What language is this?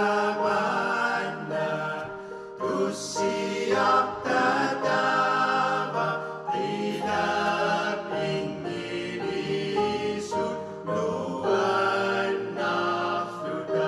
Kalaallisut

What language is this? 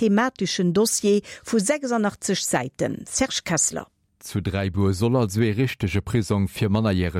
Luxembourgish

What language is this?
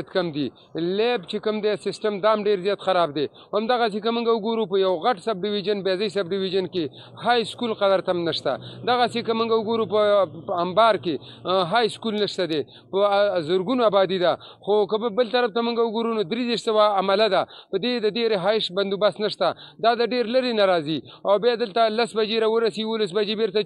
Pashto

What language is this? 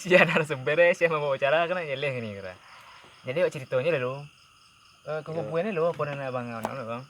Minangkabau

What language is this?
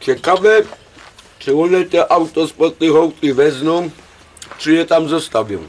Silesian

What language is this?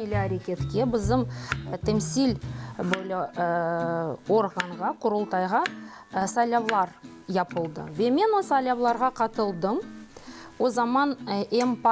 Crimean Tatar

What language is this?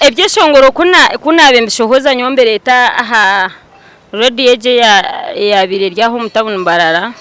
Nyankole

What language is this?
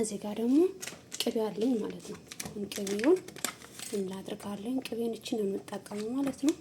Amharic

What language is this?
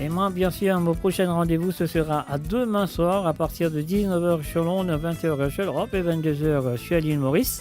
Morisyen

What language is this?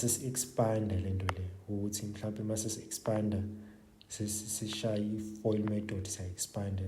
Zulu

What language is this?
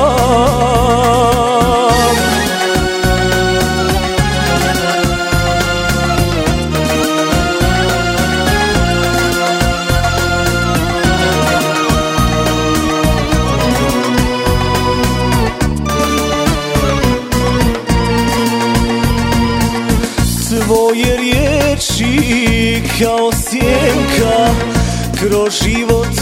Croatian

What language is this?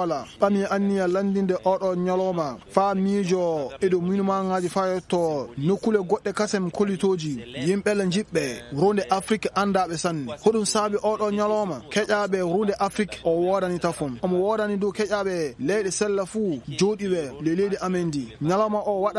Maasina Fulfulde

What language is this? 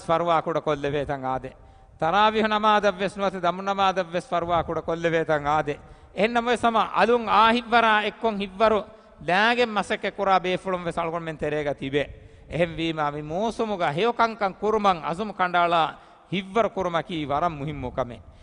Divehi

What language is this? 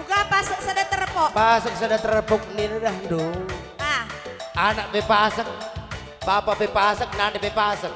Batak Karo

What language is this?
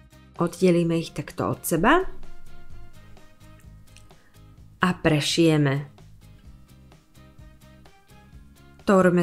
Slovak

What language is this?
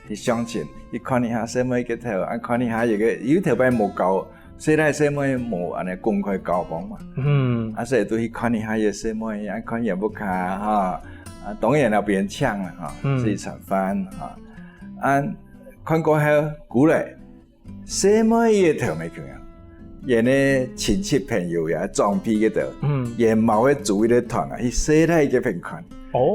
Hakka Chinese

